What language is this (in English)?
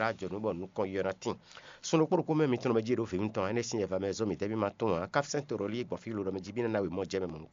Fon